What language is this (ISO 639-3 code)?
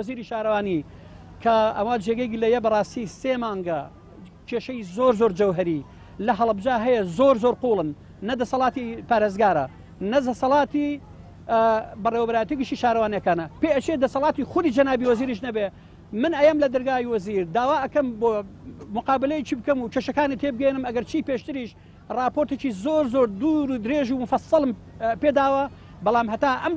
ckb